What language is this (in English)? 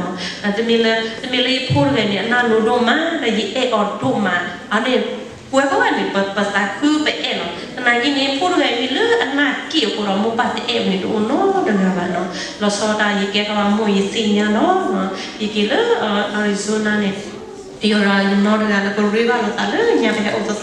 S'gaw Karen